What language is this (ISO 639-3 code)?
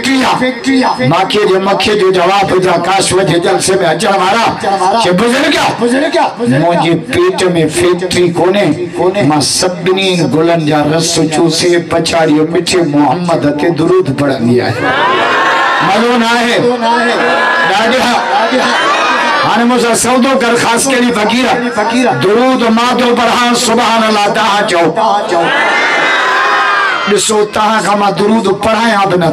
snd